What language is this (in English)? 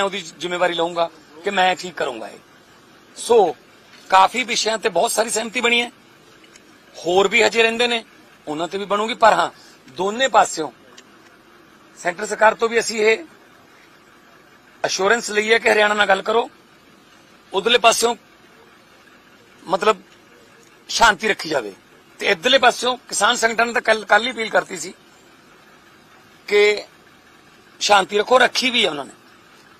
Punjabi